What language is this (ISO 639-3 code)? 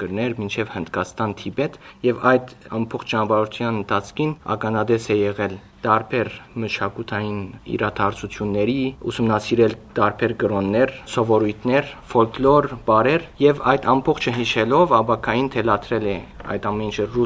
hye